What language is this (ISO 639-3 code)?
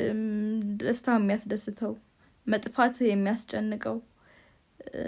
amh